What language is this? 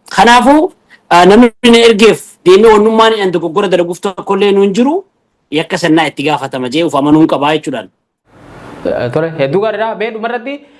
Oromo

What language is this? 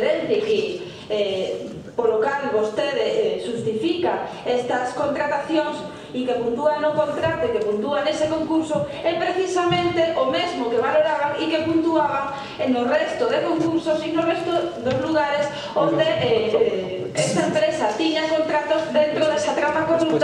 Galician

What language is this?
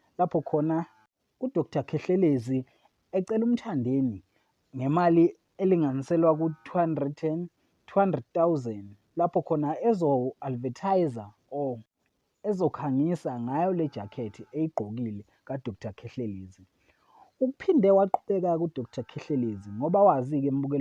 Zulu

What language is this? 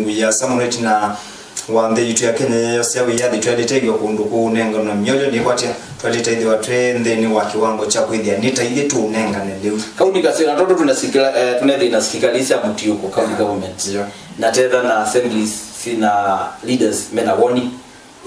Kamba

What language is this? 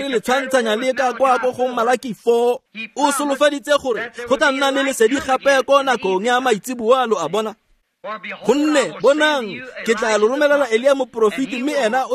Tswana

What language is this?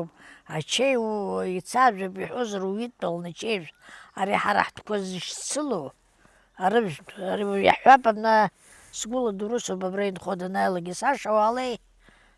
Abkhazian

